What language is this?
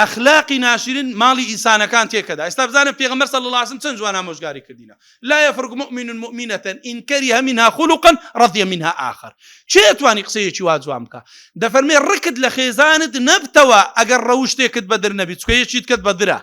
Central Kurdish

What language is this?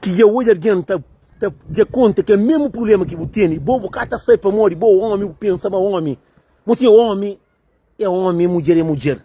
Kabuverdianu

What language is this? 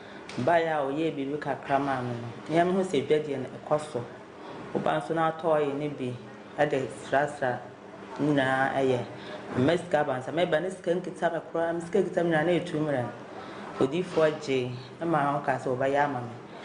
Akan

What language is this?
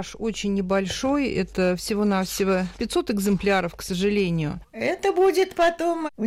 Russian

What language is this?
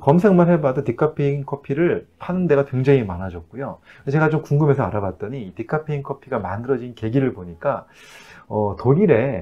Korean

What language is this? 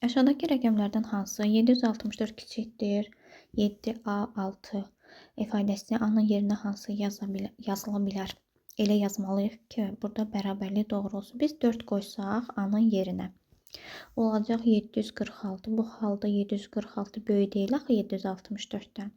Azerbaijani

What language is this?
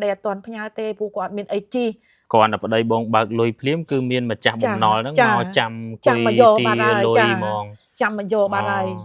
Khmer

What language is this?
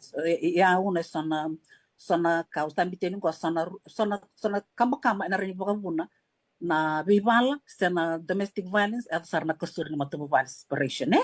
Fijian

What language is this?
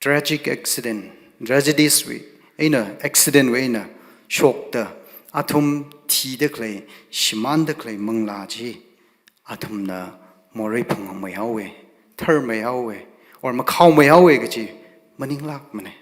Tangkhul Naga (India)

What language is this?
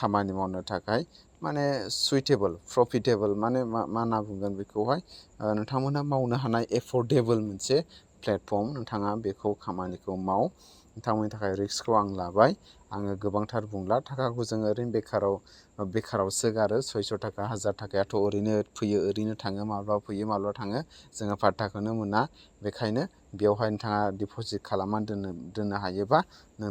Bodo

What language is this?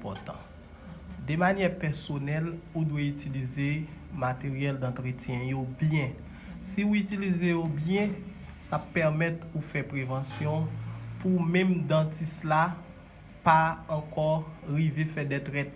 Haitian Creole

